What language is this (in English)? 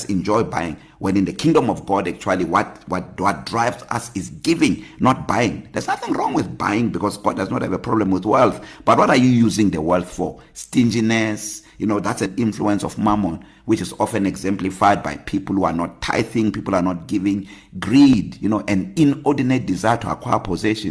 English